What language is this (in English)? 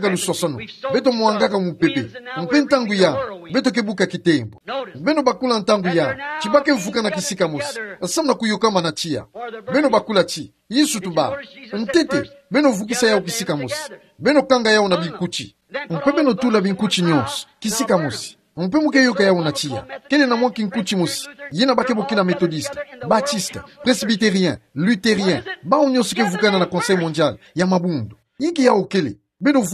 Kituba (Democratic Republic of Congo)